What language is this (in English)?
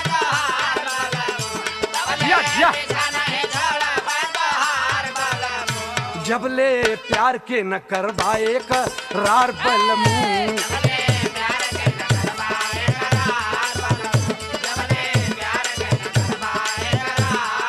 Bhojpuri